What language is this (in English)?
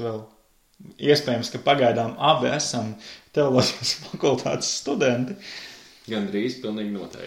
Latvian